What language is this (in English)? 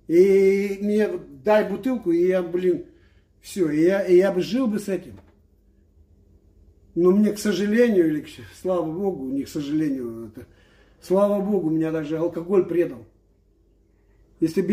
Russian